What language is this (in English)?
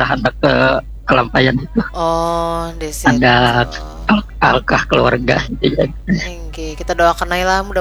Banjar